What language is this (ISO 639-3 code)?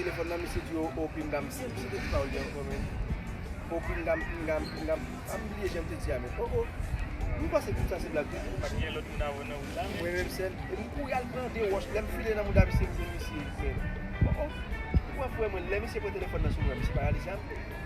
hat